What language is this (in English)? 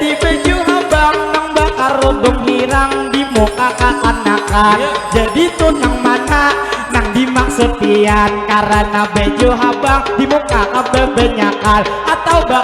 Banjar